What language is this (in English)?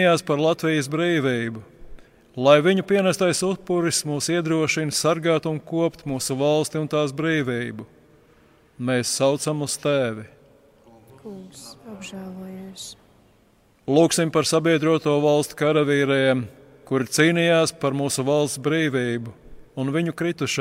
Latvian